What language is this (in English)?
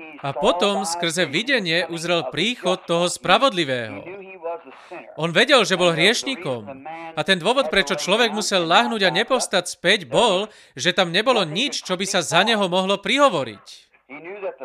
Slovak